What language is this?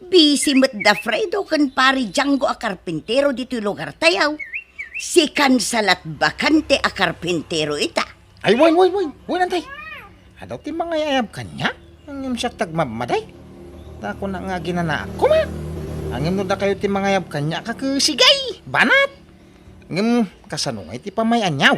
Iloko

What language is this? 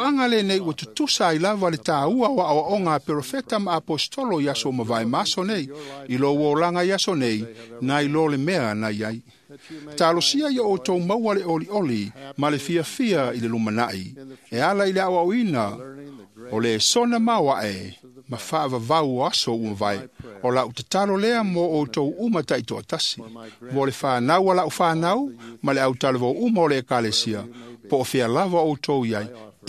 Samoan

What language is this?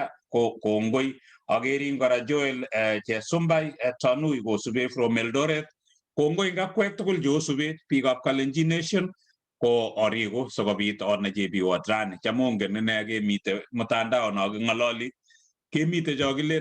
Kalenjin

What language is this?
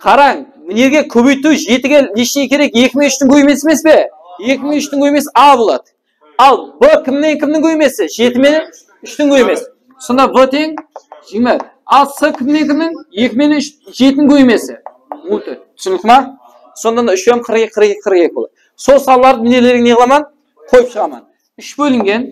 Kara-Kalpak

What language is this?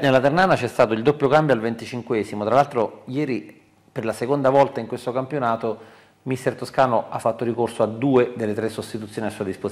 Italian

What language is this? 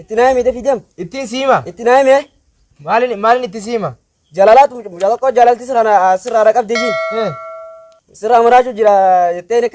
Oromo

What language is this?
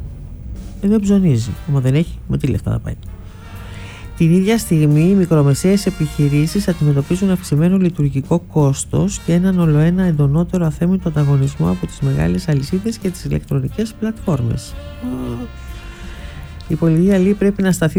Greek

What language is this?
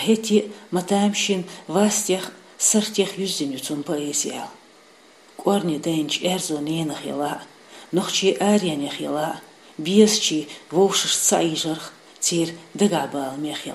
Chechen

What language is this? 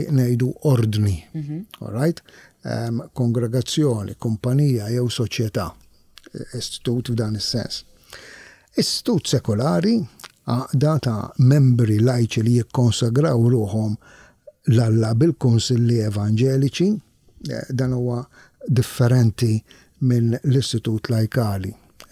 Maltese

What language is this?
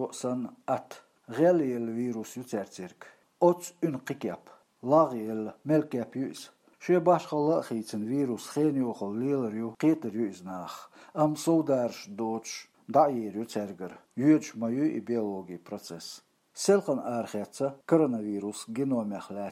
Chechen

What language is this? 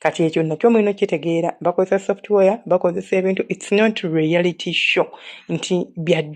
Ganda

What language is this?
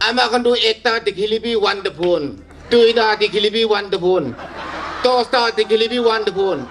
Naga Pidgin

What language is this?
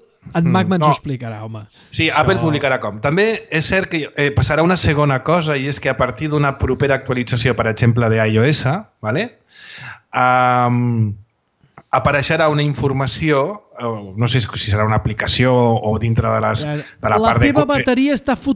Catalan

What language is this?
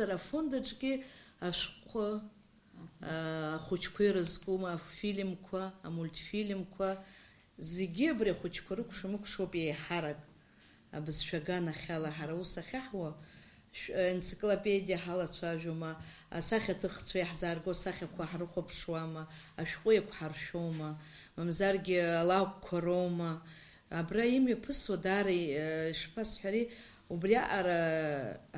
Abkhazian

